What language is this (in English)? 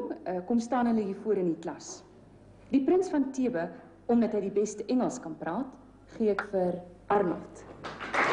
Afrikaans